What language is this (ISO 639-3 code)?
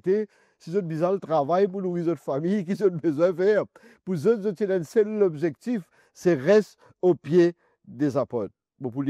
mfe